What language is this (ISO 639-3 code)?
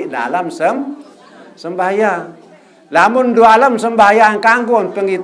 sas